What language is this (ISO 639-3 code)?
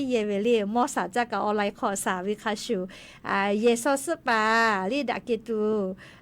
lhu